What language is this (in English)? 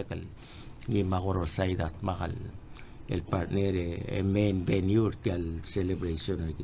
Palauan